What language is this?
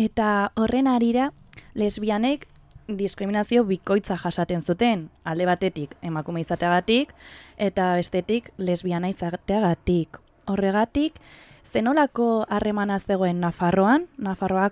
Basque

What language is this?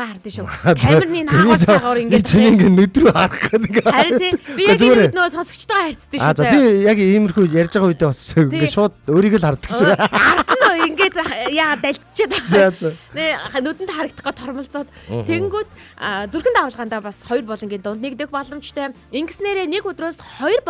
Mongolian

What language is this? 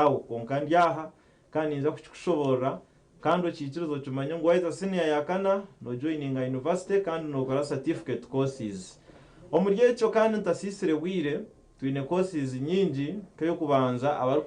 Nyankole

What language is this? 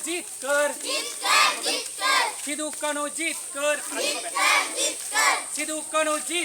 Santali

